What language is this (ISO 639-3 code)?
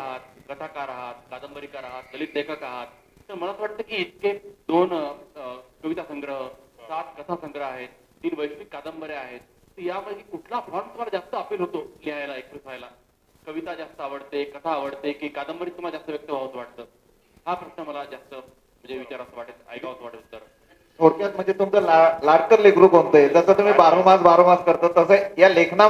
mar